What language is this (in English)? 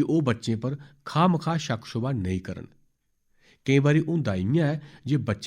Dogri